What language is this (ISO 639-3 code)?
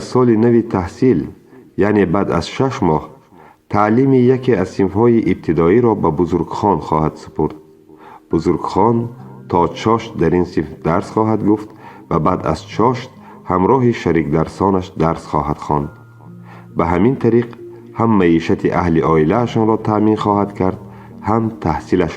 tgk